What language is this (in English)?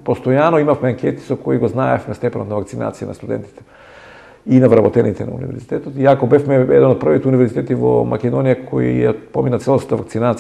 Macedonian